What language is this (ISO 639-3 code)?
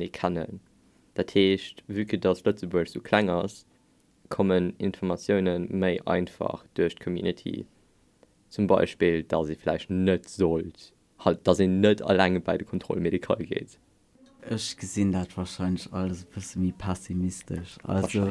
ltz